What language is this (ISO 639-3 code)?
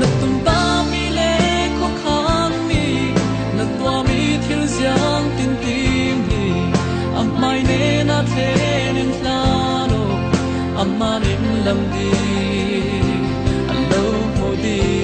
cfm